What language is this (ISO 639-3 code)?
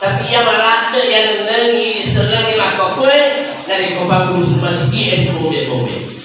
bug